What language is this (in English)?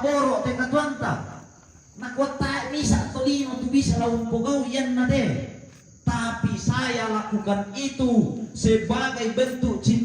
Toraja-Sa'dan